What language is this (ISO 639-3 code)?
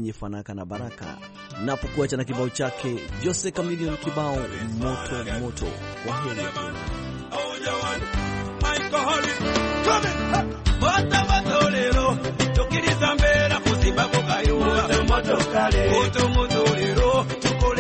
swa